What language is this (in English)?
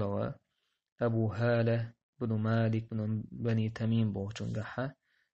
Chechen